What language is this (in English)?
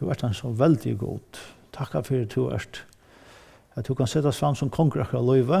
Faroese